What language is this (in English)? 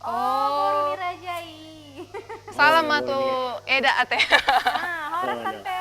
Batak Toba